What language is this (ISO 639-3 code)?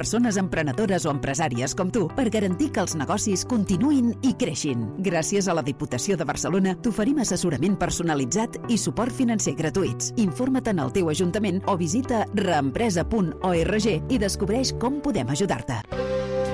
cat